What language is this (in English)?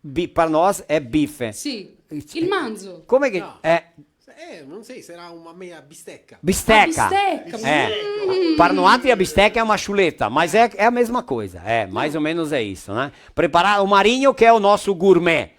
Venetian